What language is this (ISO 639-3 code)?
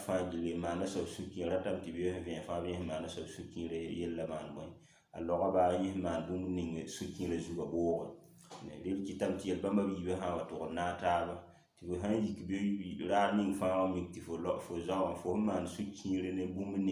mos